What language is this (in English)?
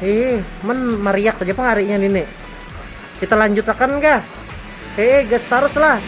Banjar